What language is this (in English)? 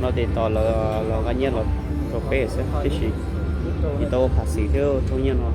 Hmong